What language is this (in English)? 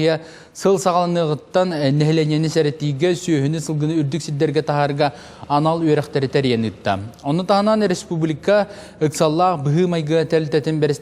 Yakut